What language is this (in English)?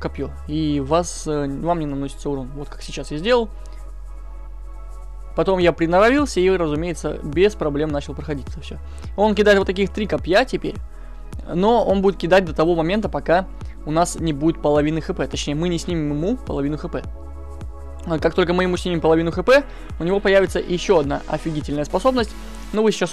Russian